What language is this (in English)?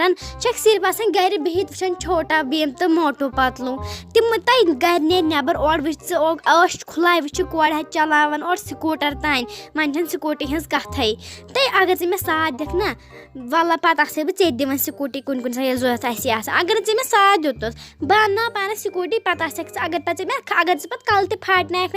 Kashmiri